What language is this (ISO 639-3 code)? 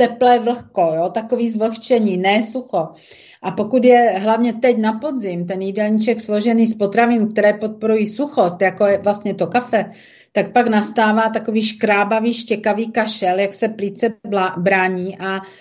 ces